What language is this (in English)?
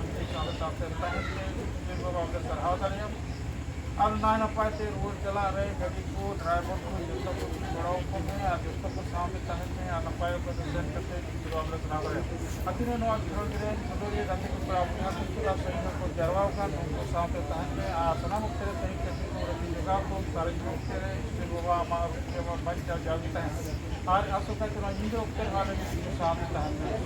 Santali